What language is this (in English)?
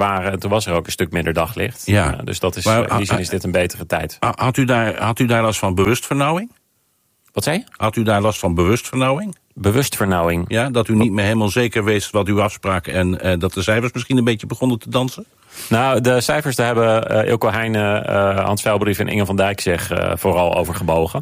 Dutch